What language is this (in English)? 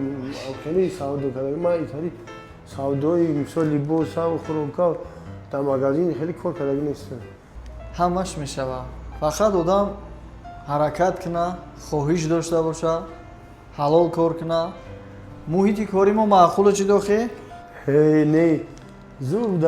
Tajik